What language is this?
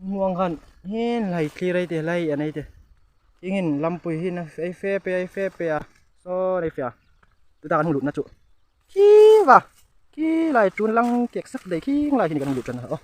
Hmar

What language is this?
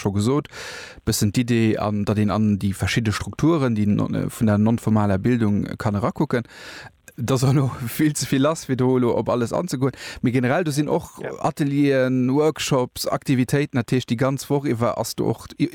Luxembourgish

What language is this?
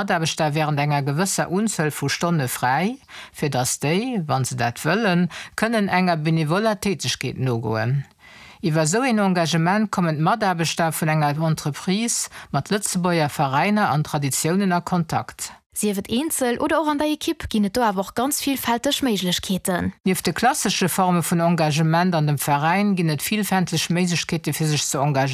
Luxembourgish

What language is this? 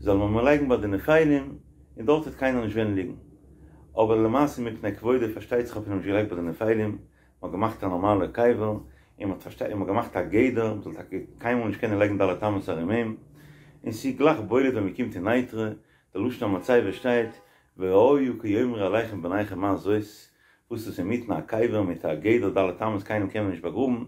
Yiddish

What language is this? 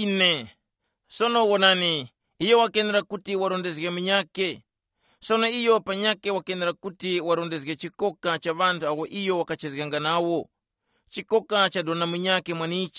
Tumbuka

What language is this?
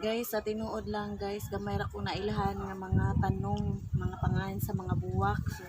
Cebuano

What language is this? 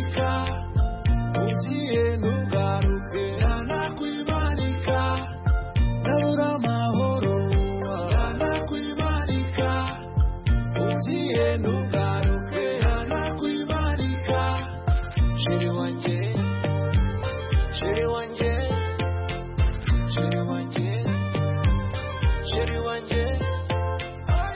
Kinyarwanda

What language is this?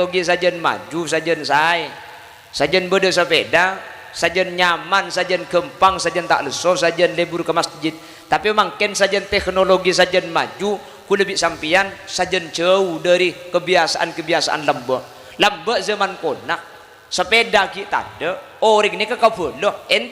Madurese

